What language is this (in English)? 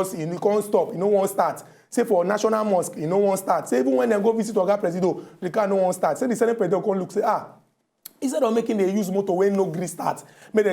Nigerian Pidgin